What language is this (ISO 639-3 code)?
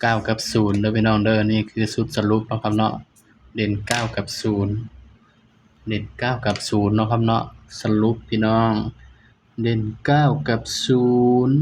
tts